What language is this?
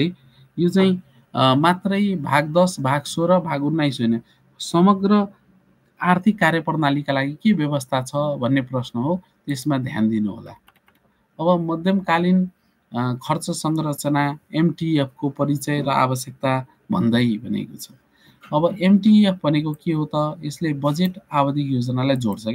Nepali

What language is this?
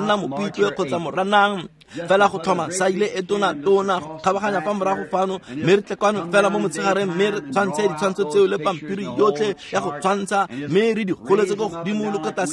Tswana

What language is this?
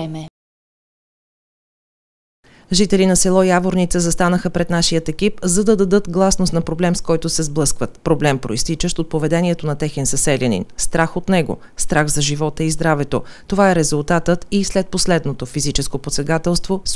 Bulgarian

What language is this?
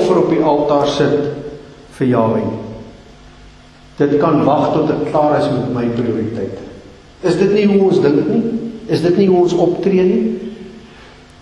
Afrikaans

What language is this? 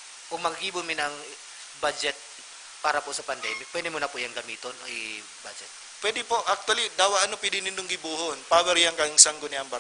Bikol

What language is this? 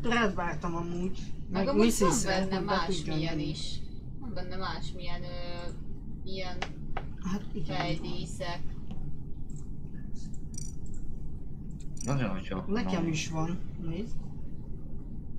Hungarian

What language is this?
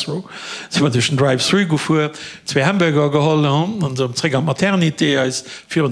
Luxembourgish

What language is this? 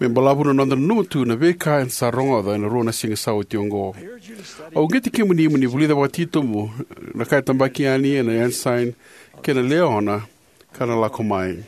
Fijian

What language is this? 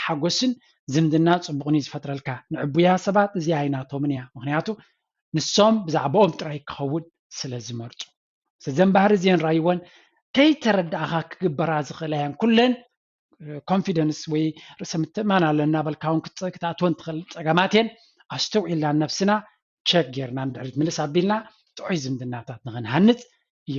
Tigrinya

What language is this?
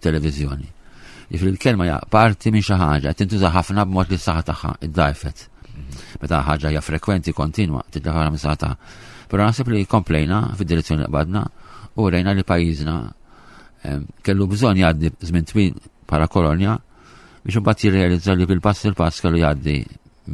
Maltese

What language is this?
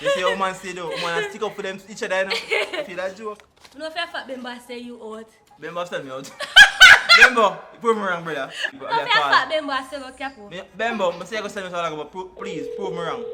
Jamaican Creole English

